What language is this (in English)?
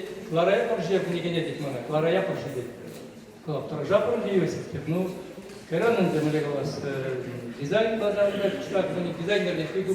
Chuvash